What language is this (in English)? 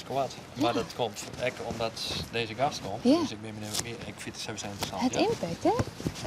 Western Frisian